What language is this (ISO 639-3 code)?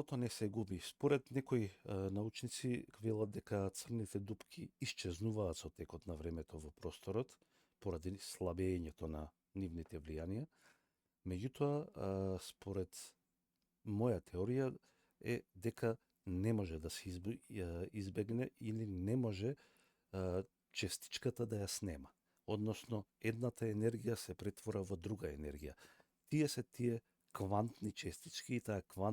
mkd